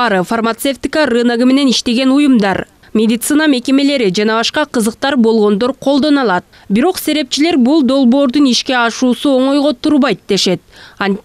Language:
Kyrgyz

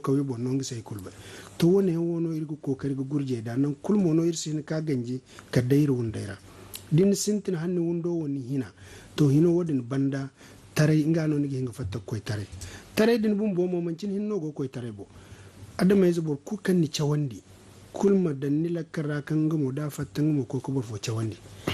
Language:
Zarma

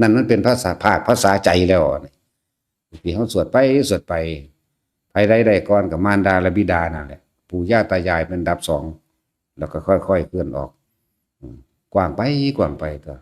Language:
Northeastern Thai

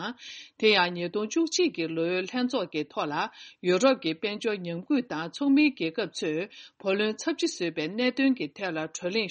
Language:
Tibetan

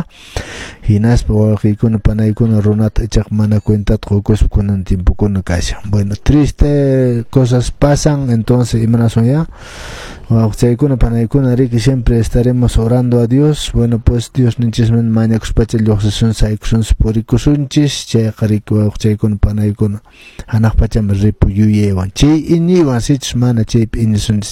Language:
Quechua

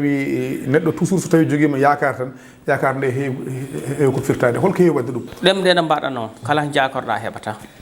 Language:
Fula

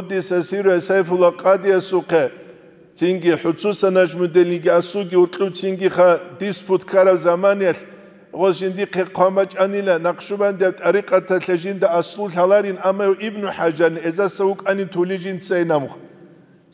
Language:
Avaric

